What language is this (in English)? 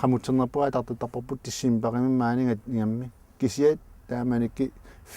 Kalaallisut